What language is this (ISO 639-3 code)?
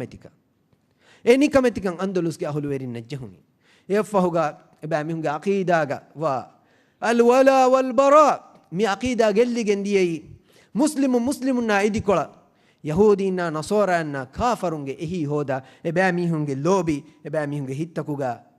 div